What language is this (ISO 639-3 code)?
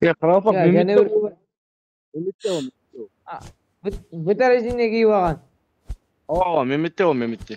kaa